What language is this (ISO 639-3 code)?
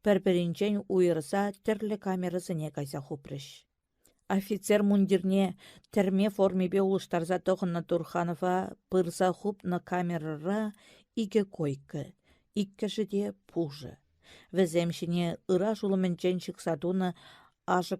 chv